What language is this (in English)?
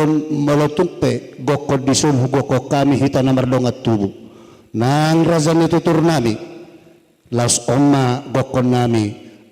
Batak Toba